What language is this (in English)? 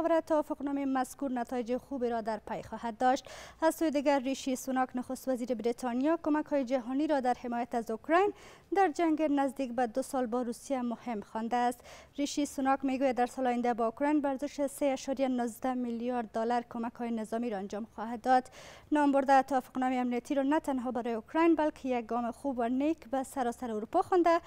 Pashto